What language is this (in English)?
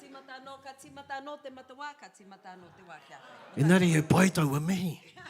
Māori